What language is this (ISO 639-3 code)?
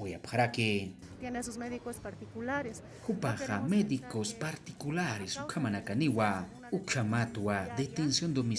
aym